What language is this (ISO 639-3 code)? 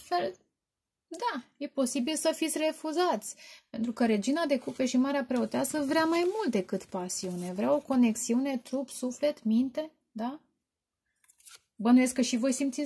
ron